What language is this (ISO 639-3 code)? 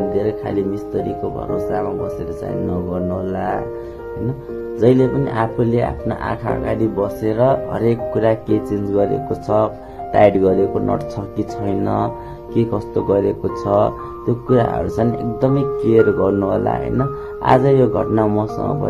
nep